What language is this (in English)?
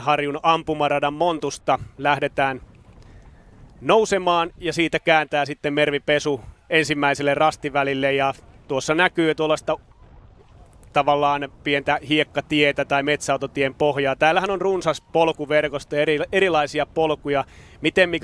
Finnish